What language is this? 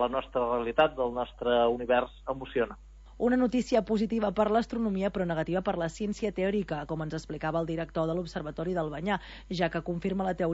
Catalan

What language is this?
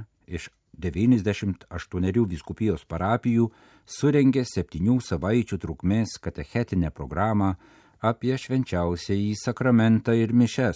Lithuanian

